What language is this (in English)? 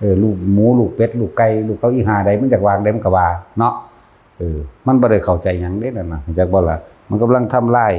Northeastern Thai